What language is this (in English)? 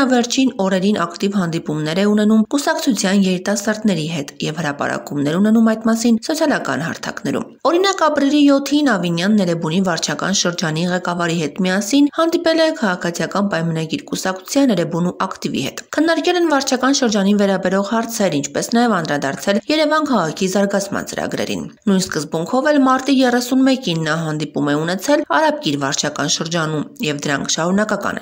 Armenian